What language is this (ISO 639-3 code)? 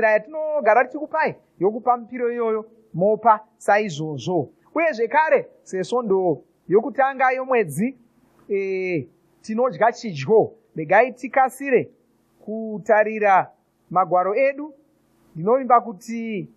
sna